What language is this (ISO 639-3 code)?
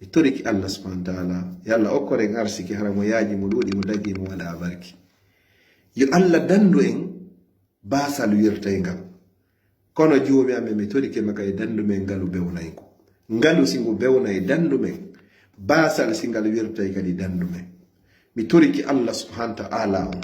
ful